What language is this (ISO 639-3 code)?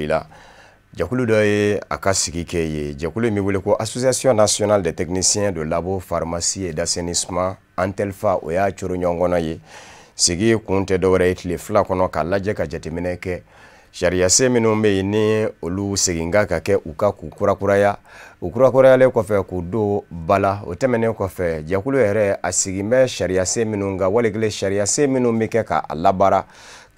bam